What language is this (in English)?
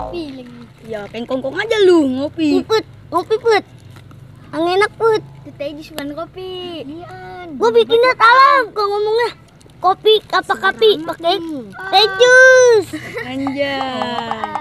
Betawi